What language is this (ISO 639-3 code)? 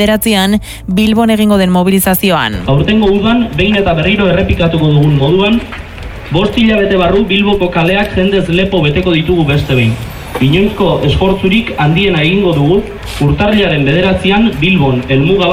eus